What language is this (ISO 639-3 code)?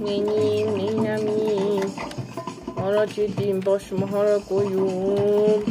azb